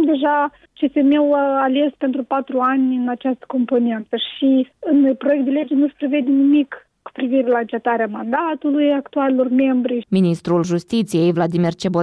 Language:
Romanian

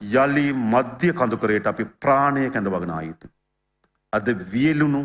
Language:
Sinhala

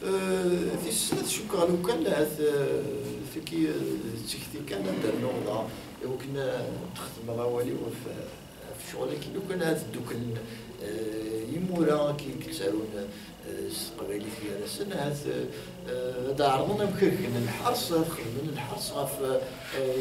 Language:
Kabyle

